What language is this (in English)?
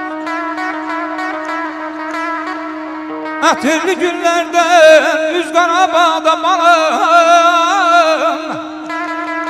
Azerbaijani